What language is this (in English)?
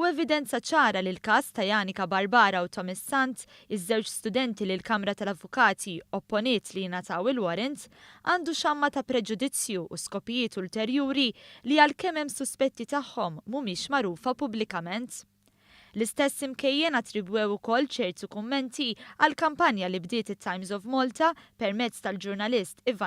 Maltese